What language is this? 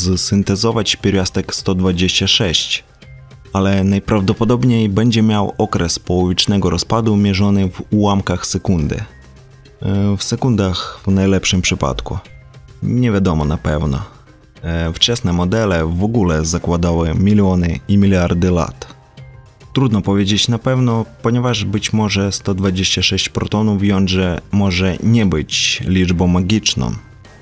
Polish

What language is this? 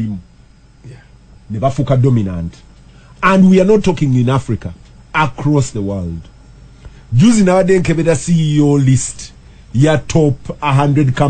Ganda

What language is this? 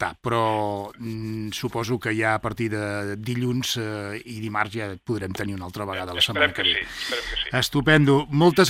Catalan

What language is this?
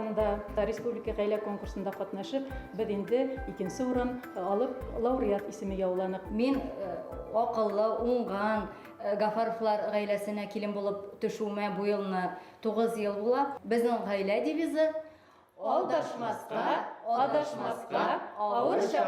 Bashkir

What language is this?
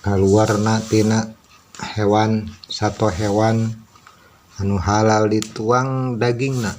Sundanese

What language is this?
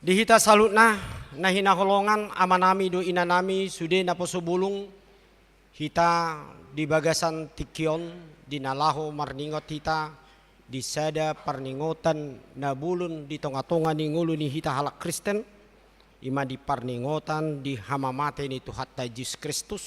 Batak Toba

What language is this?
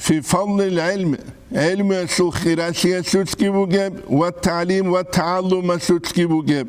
Avaric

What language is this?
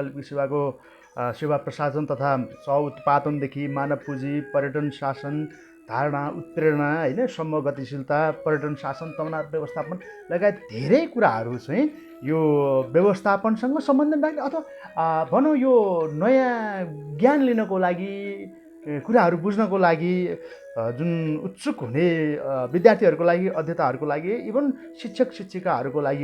Nepali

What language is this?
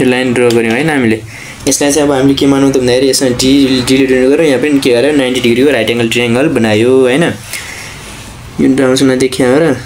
Nepali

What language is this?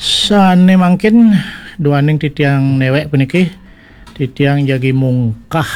Balinese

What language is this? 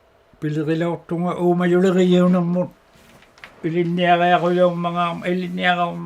Inuktitut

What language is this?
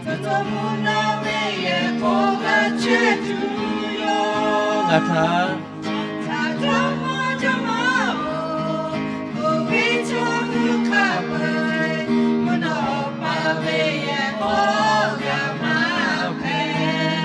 Lahu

